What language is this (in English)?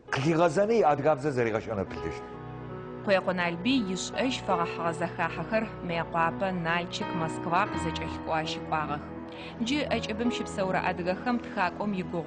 Adyghe